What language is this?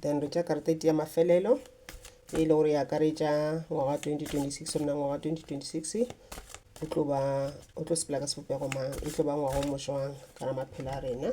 Northern Sotho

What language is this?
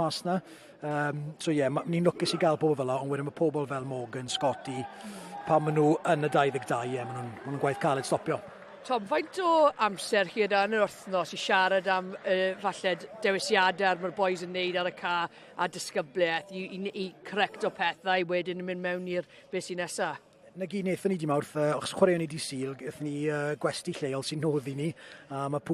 Welsh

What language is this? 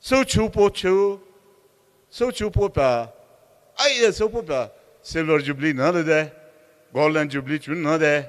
Poumei Naga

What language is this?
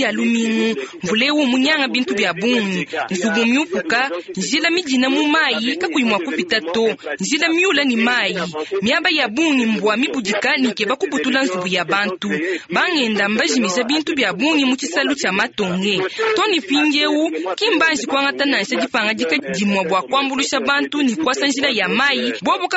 Luba-Lulua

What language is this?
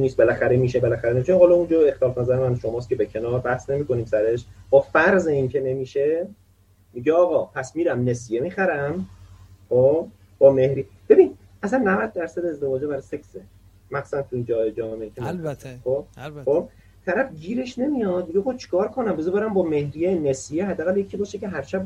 Persian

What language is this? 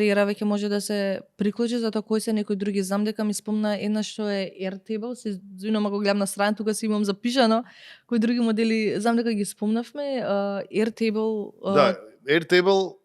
Macedonian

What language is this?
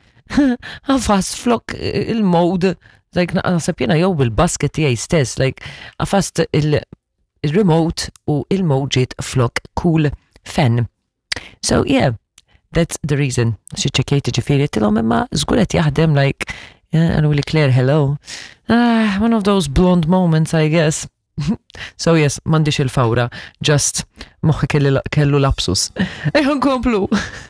Maltese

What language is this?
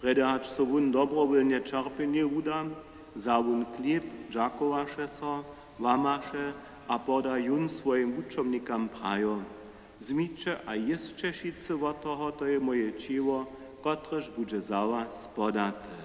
Upper Sorbian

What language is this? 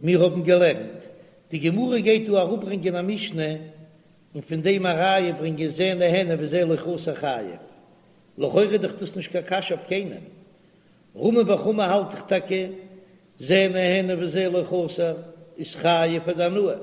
Yiddish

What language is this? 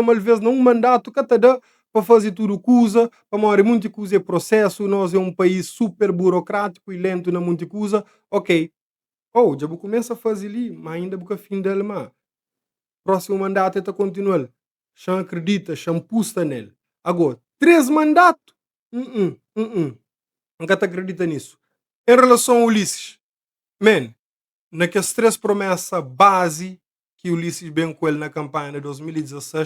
Kabuverdianu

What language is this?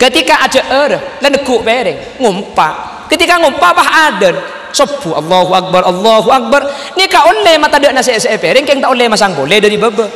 Madurese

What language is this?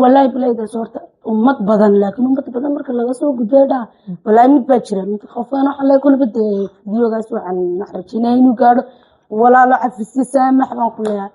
Somali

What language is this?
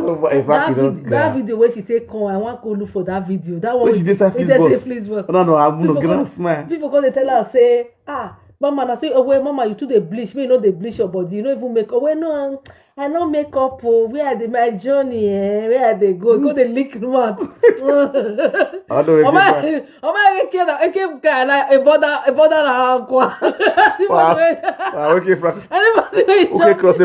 Nigerian Pidgin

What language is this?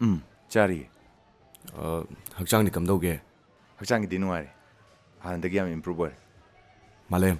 Manipuri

